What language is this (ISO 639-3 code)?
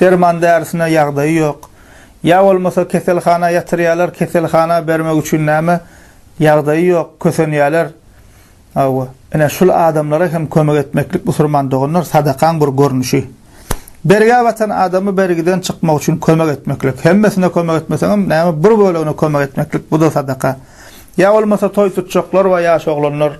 tuk